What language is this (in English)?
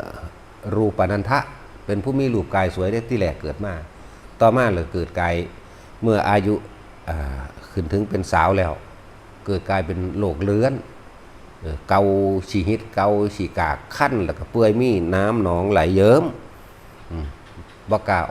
Northeastern Thai